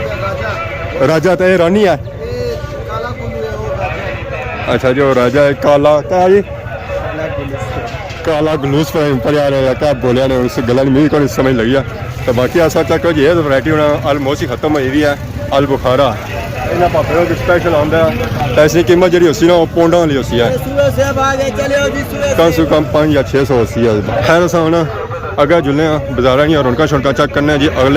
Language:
Pahari-Potwari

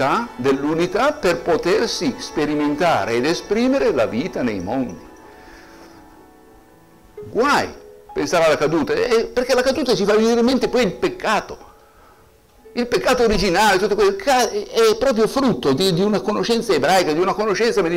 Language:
Italian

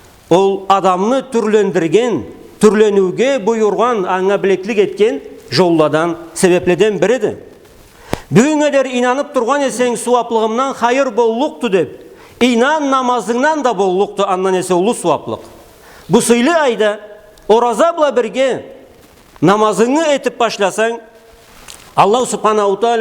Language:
Karachay-Balkar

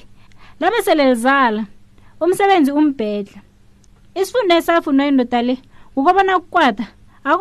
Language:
South Ndebele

